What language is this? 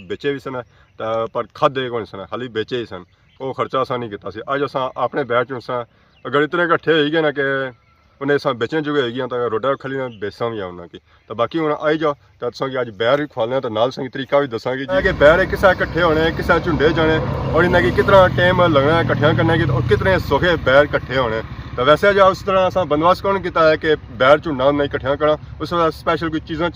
Pahari-Potwari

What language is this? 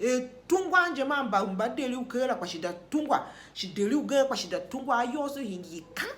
Tiv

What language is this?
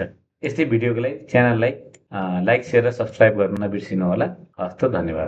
Nepali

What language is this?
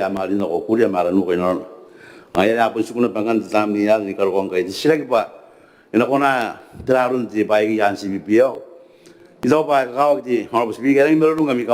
Gilbertese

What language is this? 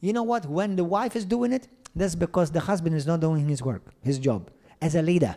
English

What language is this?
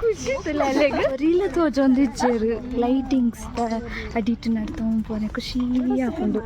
Tulu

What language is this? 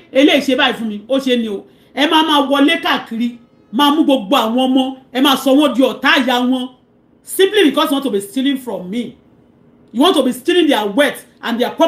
Yoruba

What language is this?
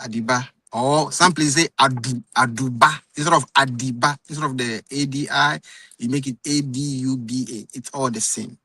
Ewe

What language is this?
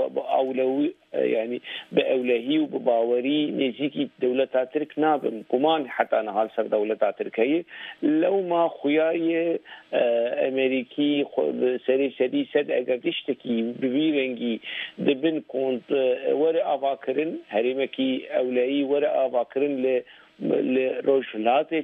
Kurdish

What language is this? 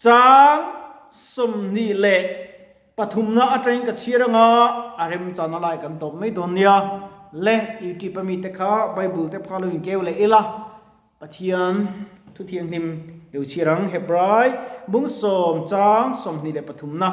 Mizo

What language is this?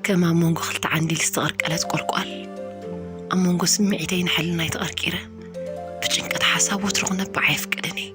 Tigrinya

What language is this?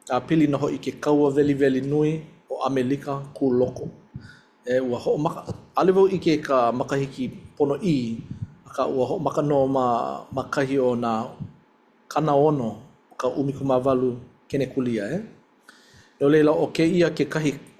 Hawaiian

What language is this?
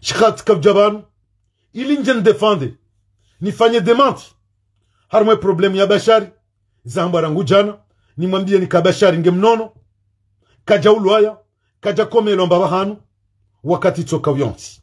Ngazidja Comorian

